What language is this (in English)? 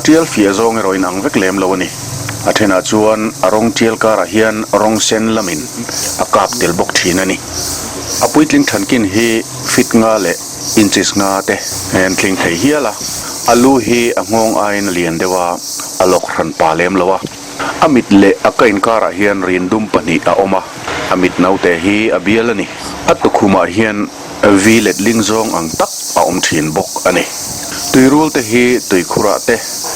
Mizo